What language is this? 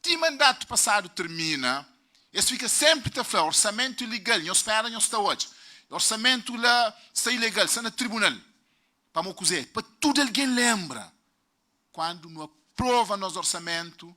Kabuverdianu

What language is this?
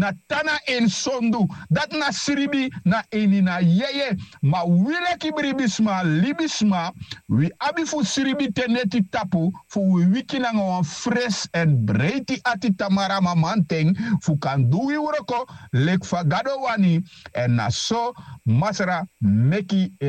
Sranan Tongo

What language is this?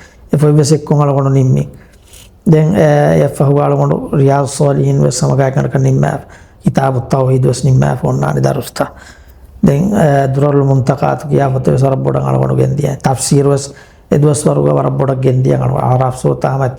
Divehi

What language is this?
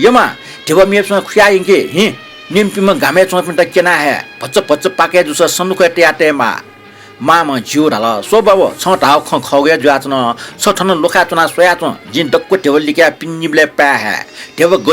Newari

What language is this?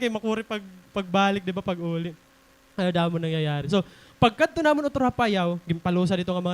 Waray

